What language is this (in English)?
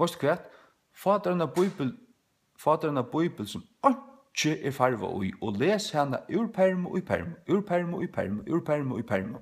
Faroese